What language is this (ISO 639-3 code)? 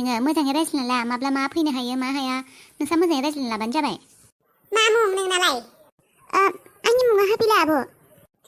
brx